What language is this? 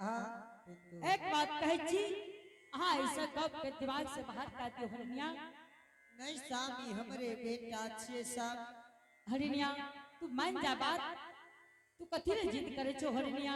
Angika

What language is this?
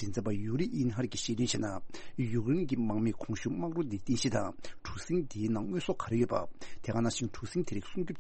Tibetan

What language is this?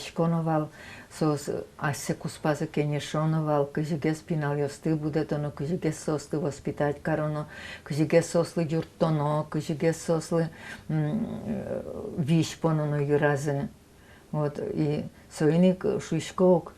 Udmurt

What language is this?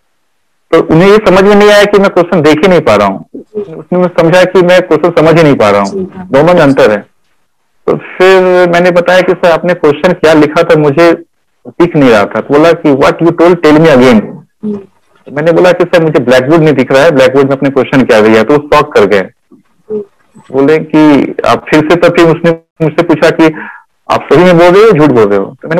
Hindi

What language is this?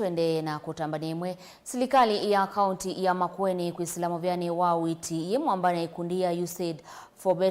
Kamba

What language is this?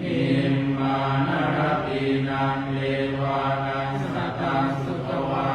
Pali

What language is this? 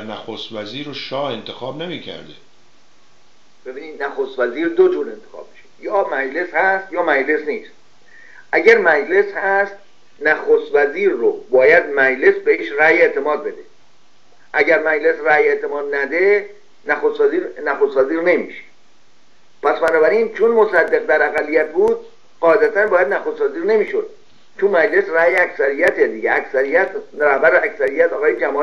Persian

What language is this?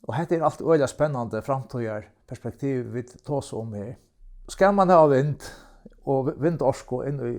Faroese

